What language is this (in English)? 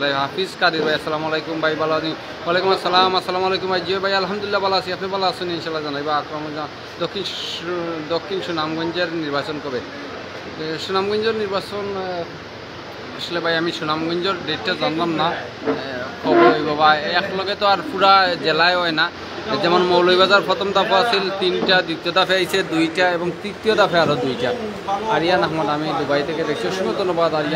Sylheti